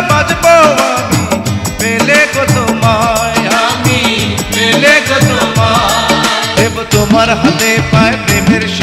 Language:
Bangla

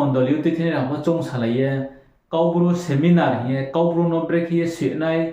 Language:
Riang (India)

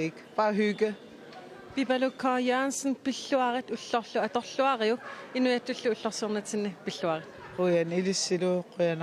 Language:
Kalaallisut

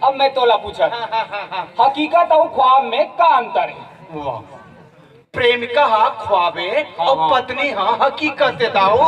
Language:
Chhattisgarhi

